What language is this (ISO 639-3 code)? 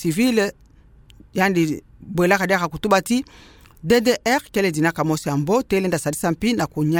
ktu